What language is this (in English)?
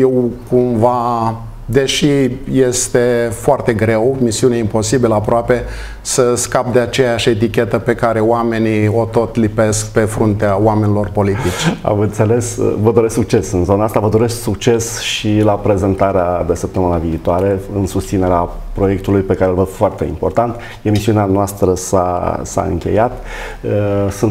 Romanian